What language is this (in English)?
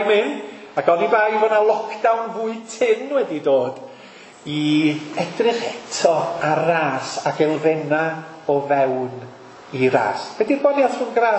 Welsh